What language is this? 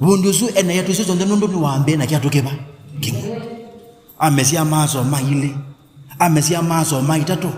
Kamba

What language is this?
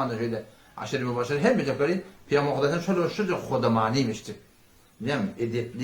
Turkmen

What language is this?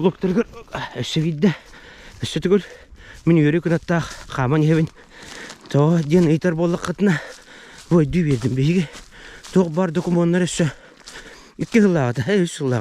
Yakut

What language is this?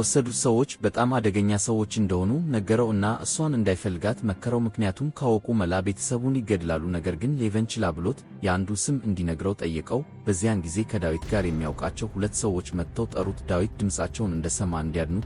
Amharic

